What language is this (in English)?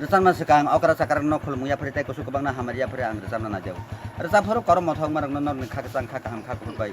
Kok Borok